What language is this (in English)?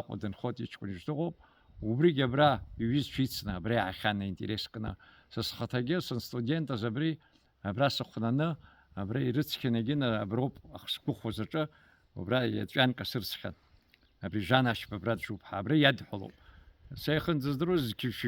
Abkhazian